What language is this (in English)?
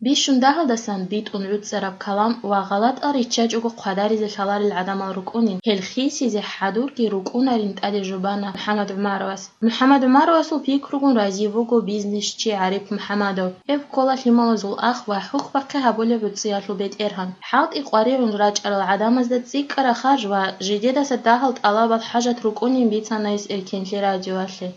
Avaric